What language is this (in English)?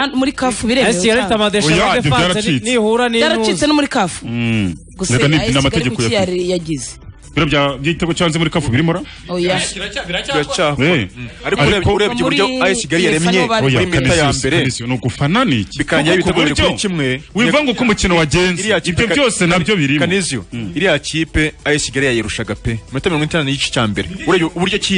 Kinyarwanda